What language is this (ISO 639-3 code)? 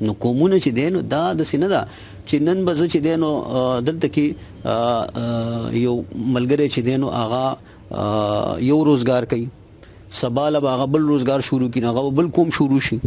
pus